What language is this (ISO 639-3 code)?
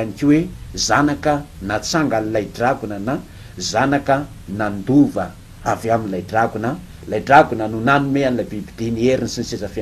mlg